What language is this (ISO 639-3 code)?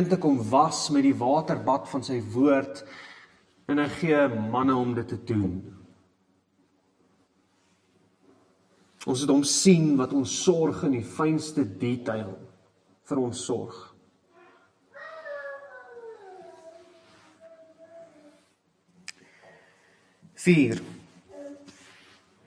afr